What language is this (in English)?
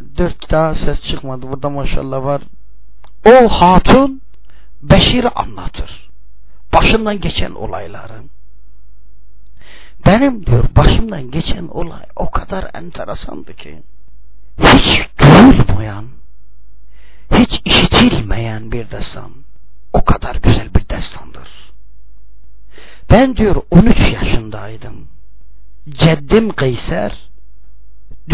Turkish